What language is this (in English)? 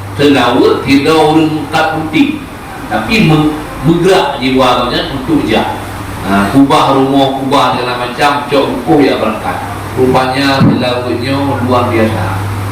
Achinese